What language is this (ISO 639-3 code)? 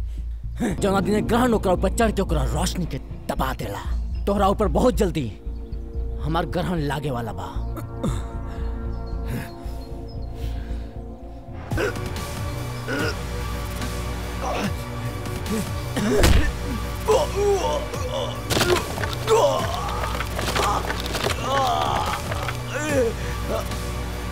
bho